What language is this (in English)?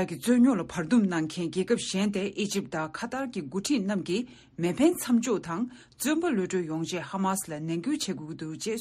Tibetan